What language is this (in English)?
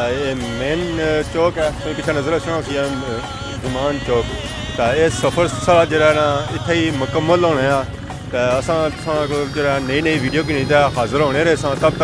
Pahari-Potwari